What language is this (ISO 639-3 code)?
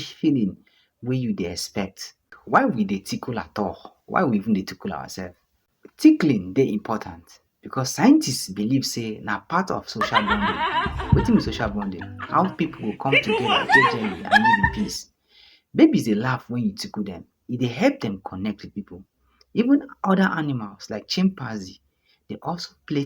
pcm